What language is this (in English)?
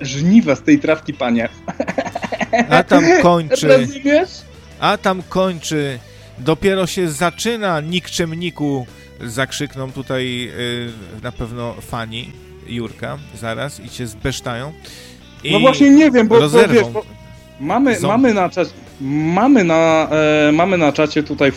Polish